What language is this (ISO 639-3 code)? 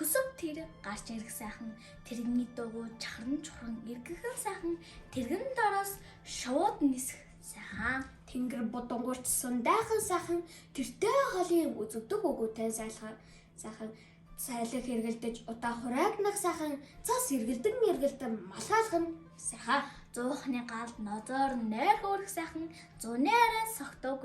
mon